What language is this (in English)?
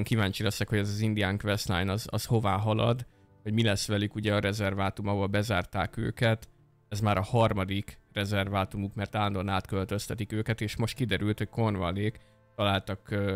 Hungarian